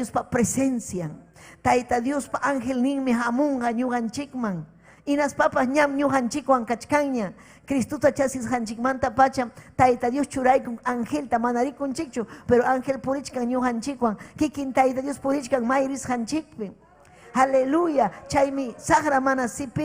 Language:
Ayacucho Quechua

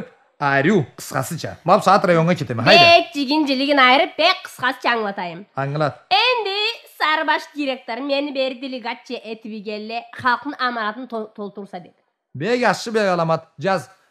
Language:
Karachay-Balkar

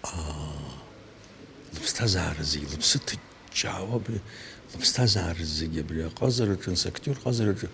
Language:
Abkhazian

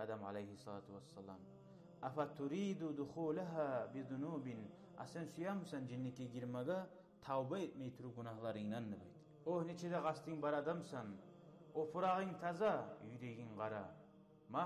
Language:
Kumyk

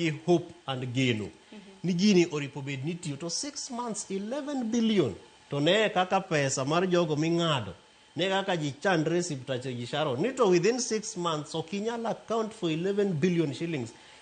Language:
Luo (Kenya and Tanzania)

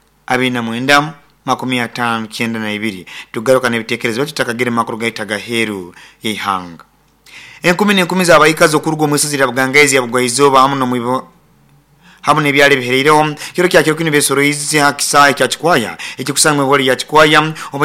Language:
Nyoro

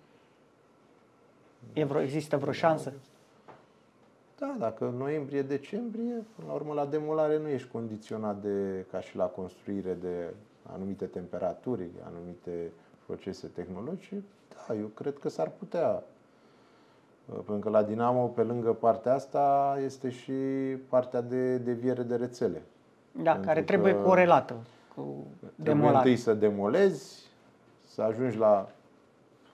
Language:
Romanian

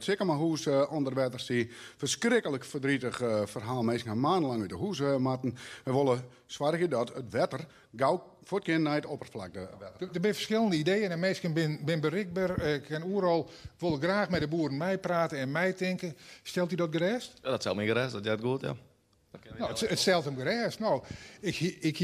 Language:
Western Frisian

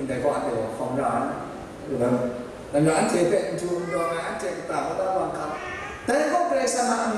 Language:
Kachin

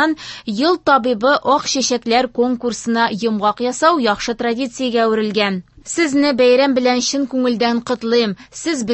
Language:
Tatar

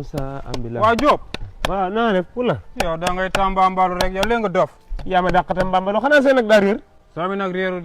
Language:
Wolof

